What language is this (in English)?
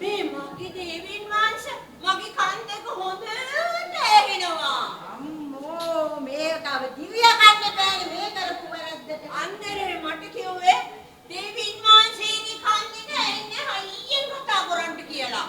Sinhala